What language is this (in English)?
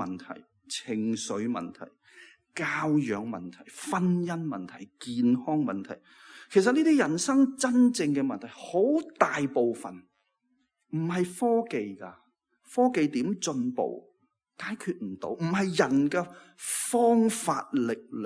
Cantonese